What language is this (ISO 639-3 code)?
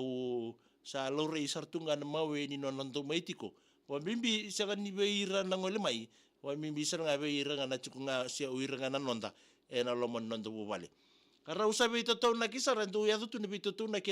fij